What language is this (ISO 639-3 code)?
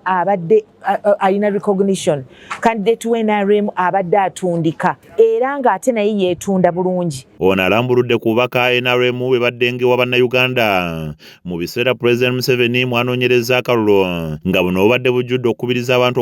lug